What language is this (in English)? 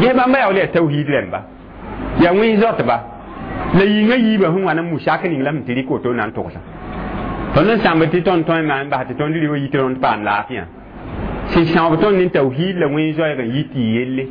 Mossi